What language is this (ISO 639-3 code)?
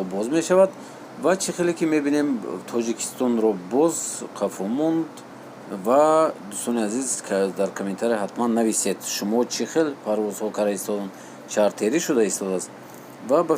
tgk